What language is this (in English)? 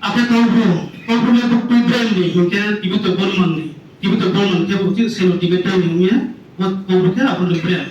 Riang (India)